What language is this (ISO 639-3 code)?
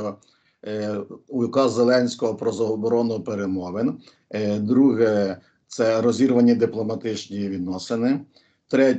ukr